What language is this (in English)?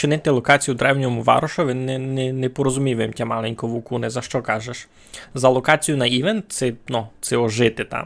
Rusyn